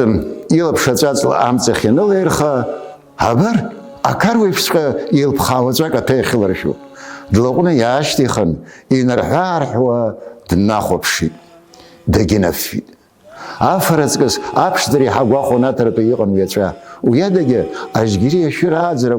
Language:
Abkhazian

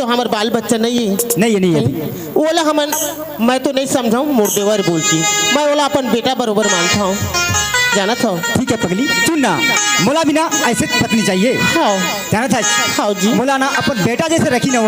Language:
Chhattisgarhi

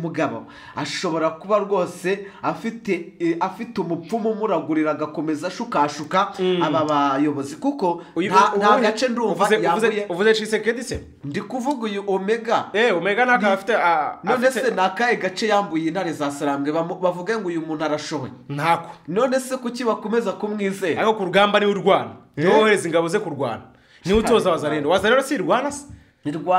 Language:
Kinyarwanda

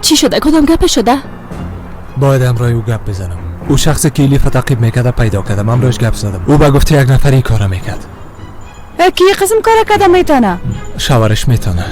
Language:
Persian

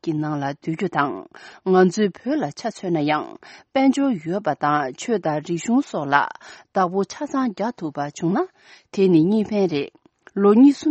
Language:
Tibetan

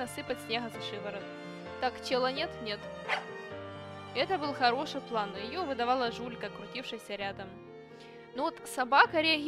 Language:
Russian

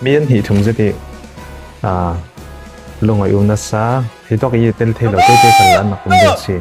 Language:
Falam Chin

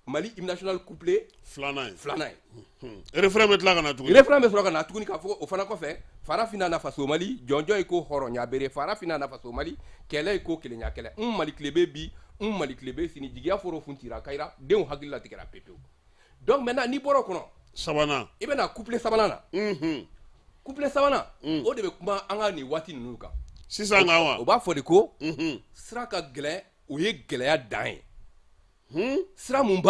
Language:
Bambara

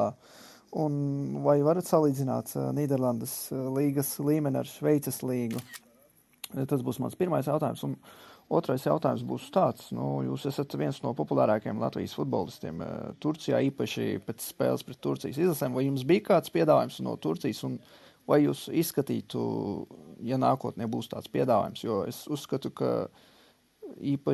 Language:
Latvian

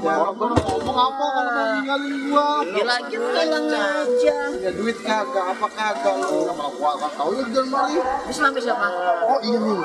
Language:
Betawi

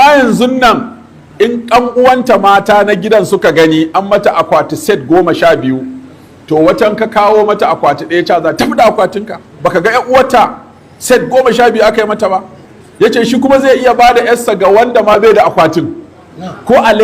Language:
Hausa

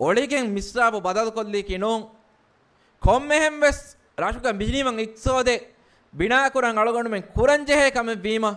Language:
Divehi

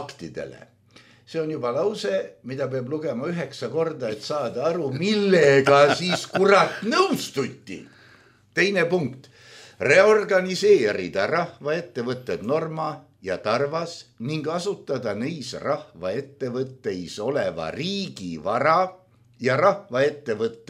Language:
Estonian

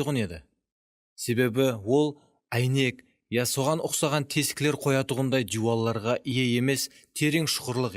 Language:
Kara-Kalpak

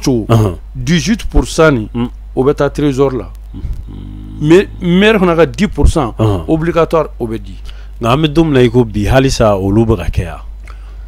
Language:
Bambara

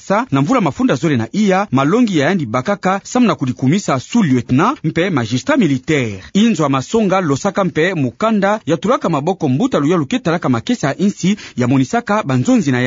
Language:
Kituba (Democratic Republic of Congo)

